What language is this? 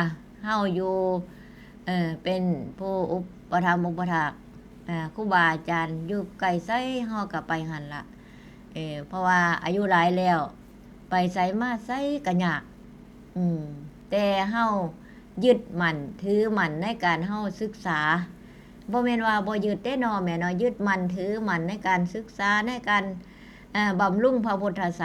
Northeastern Thai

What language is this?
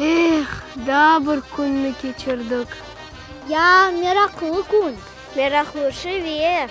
Crimean Tatar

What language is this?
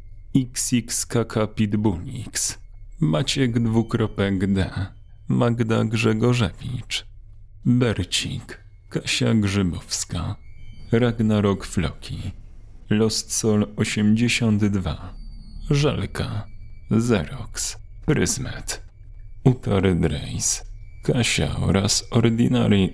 Polish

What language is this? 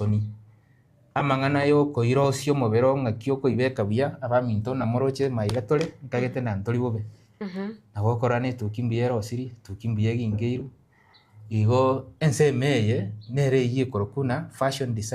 Gusii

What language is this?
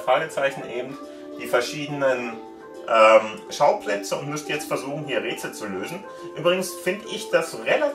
German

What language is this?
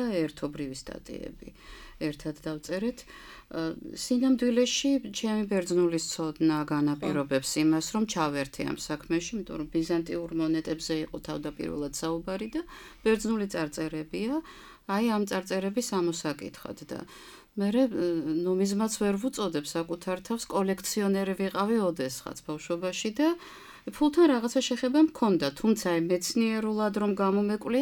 Georgian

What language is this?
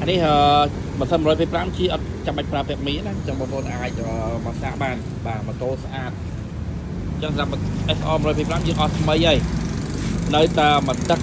Khmer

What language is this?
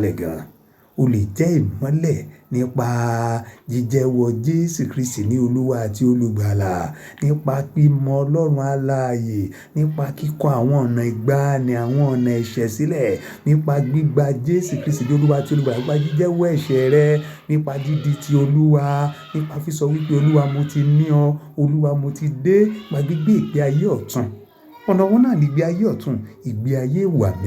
Yoruba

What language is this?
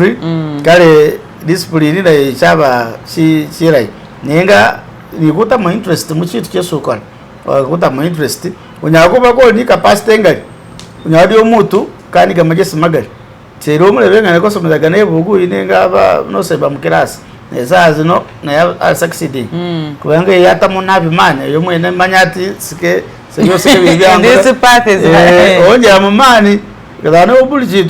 Masaaba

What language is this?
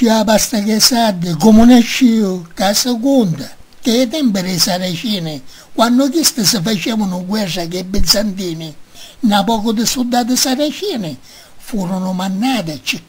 Sicilian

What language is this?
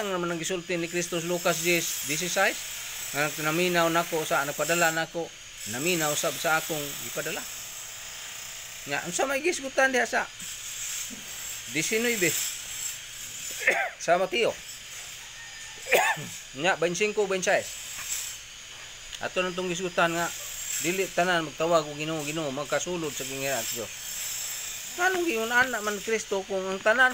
Cebuano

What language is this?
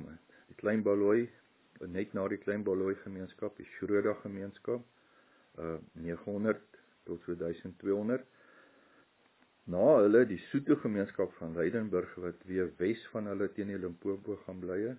Afrikaans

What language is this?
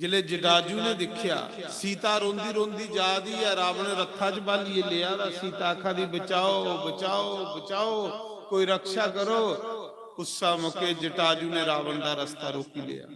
Dogri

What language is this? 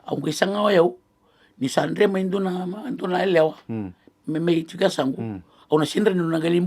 Fijian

